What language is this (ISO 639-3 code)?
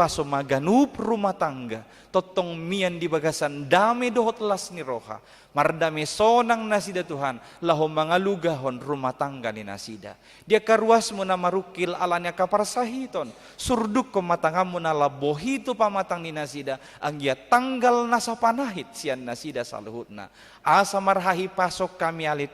bbc